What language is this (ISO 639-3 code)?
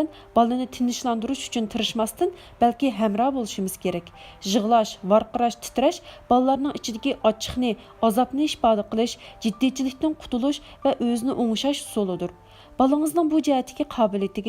uig